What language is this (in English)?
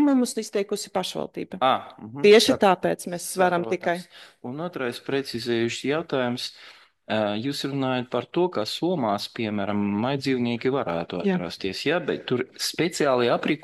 Latvian